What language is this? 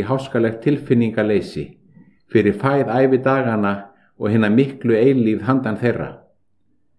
Icelandic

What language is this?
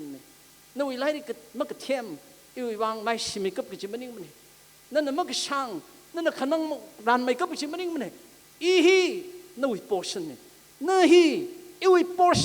Tangkhul Naga (India)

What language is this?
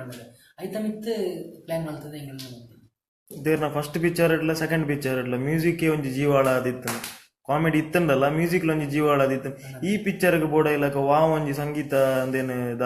Tulu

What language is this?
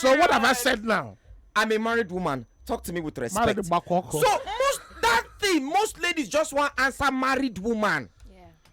Nigerian Pidgin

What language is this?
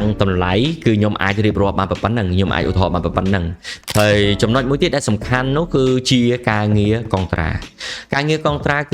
Khmer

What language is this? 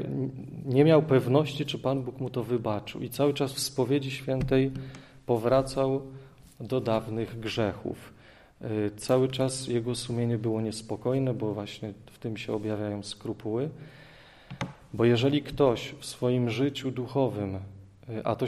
Polish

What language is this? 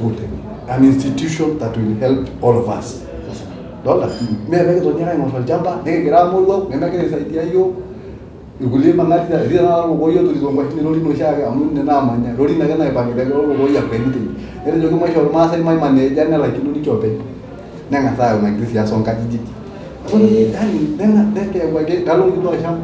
Masai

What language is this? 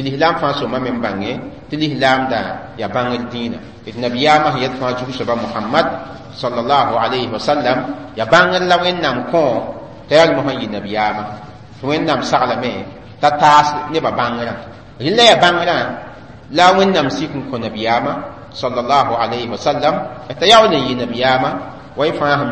Mossi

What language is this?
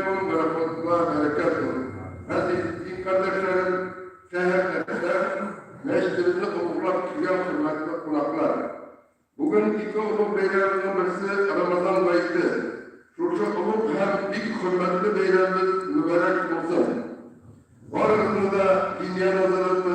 Tatar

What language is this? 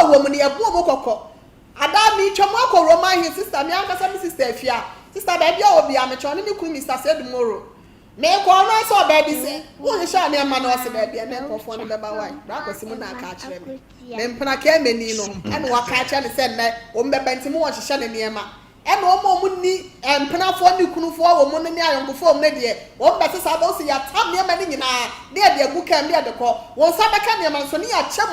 Akan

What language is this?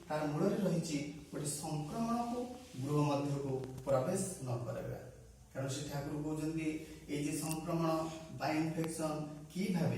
Odia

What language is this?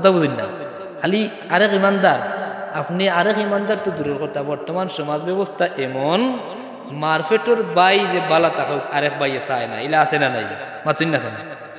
Sylheti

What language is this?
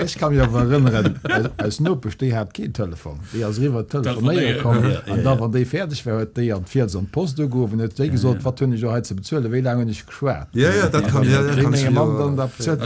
Luxembourgish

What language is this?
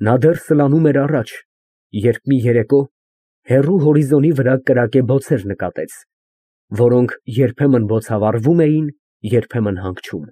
Armenian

